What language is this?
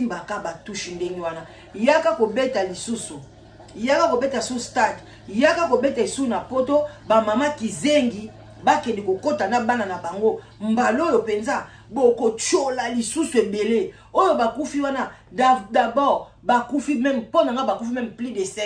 Lingala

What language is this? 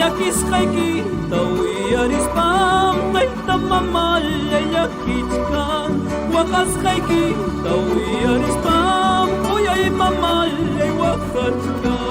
Ayacucho Quechua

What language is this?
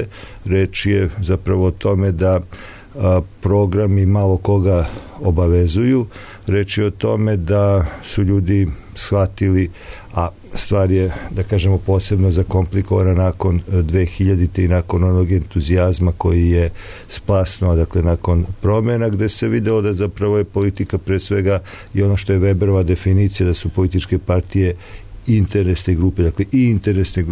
Serbian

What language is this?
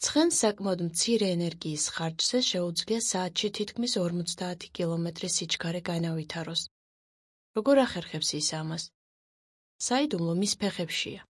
Georgian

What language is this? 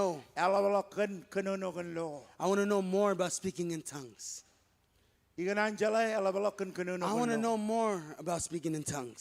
Marshallese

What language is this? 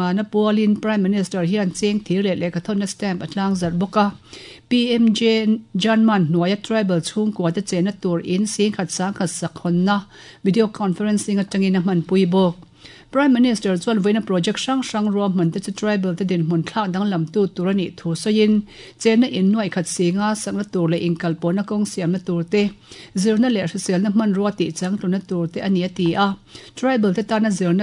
Mizo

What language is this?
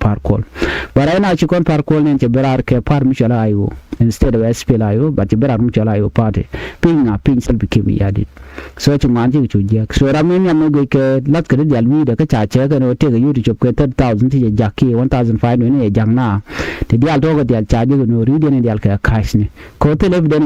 Nuer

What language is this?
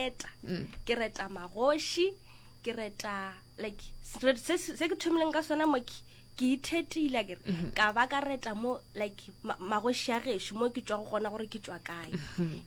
Northern Sotho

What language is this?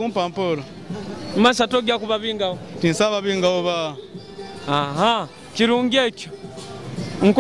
Nyoro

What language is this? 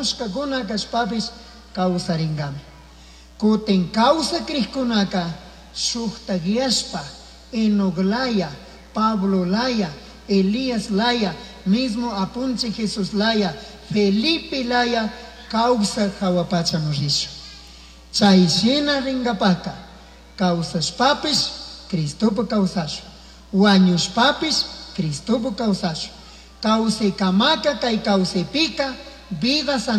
Chimborazo Highland Quichua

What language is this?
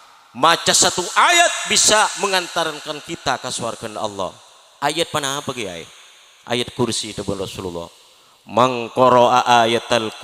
Madurese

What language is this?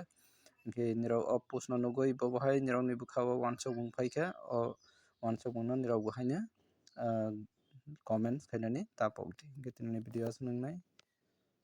Kok Borok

